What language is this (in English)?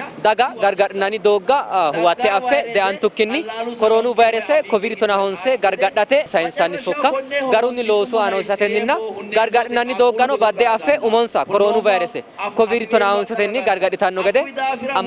Sidamo